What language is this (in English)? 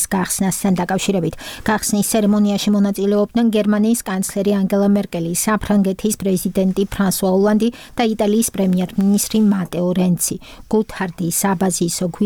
Georgian